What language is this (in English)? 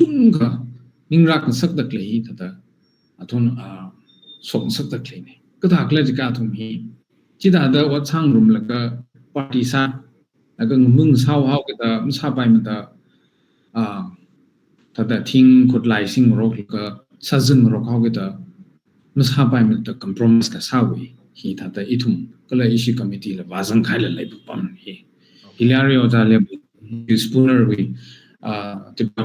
Tangkhul Naga (India)